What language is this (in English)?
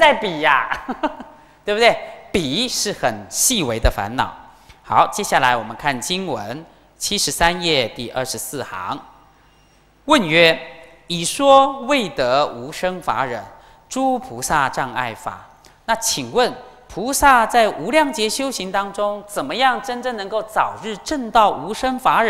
Chinese